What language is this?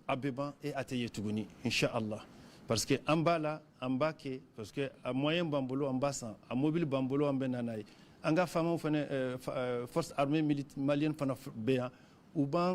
Bambara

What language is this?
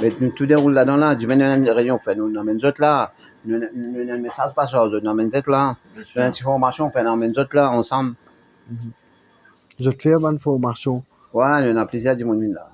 Morisyen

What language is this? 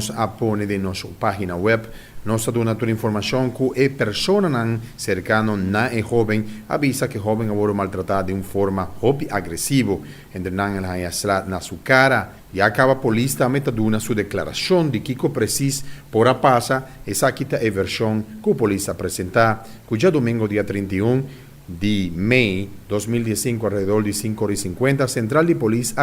Papiamento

